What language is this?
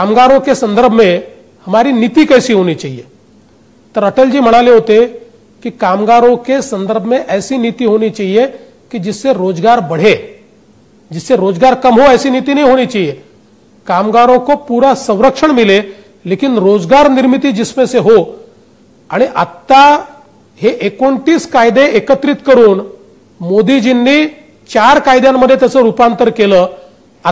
Marathi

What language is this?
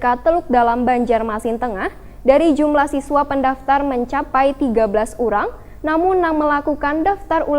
Banjar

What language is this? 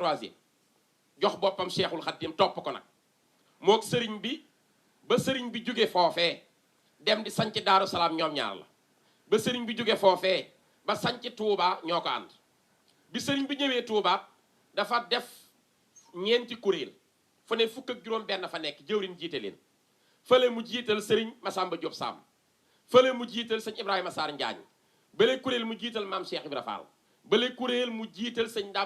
Wolof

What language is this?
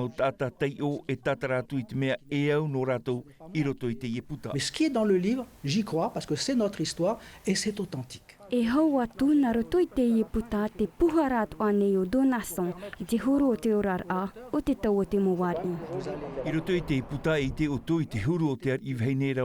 Tahitian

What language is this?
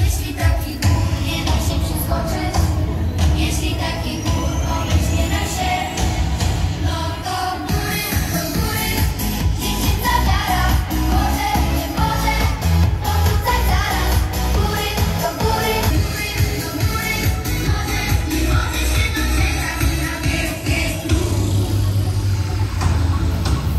Polish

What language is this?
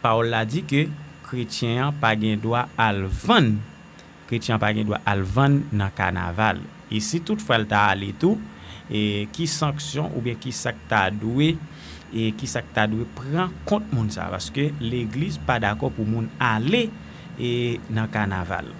Haitian Creole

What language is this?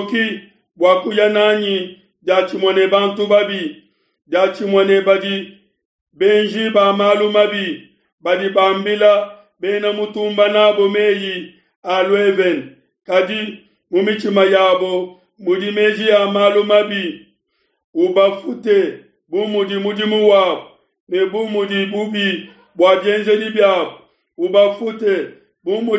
Luba-Lulua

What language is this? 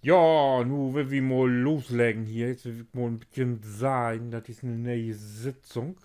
Low German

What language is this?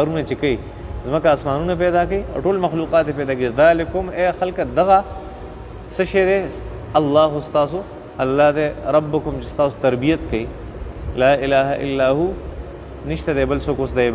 Pashto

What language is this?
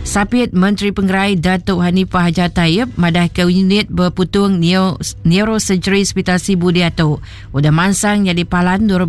Iban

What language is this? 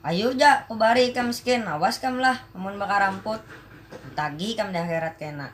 Banjar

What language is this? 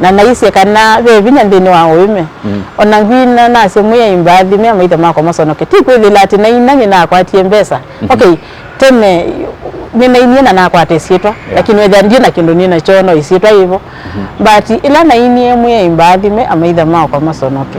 Kamba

